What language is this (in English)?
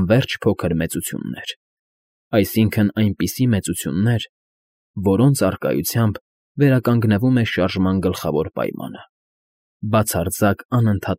Armenian